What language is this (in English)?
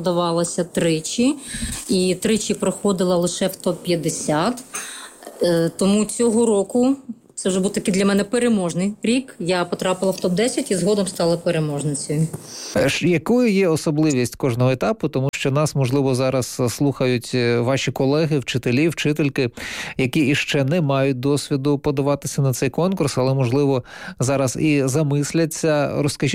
Ukrainian